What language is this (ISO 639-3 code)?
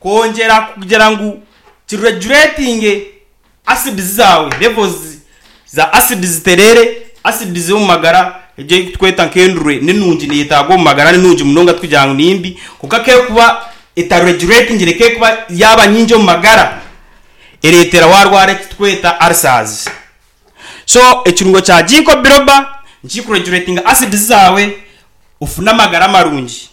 nyn